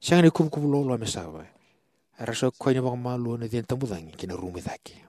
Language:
Fijian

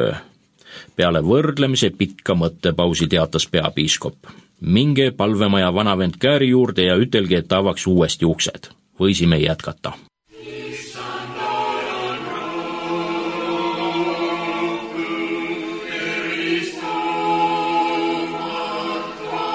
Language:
Estonian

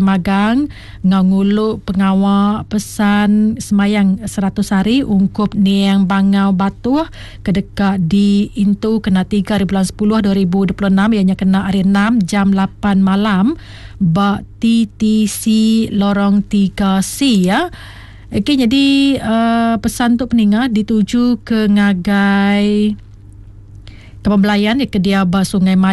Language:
Iban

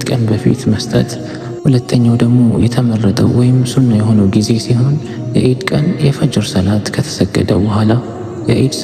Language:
Amharic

